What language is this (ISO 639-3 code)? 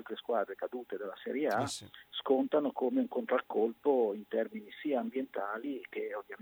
ita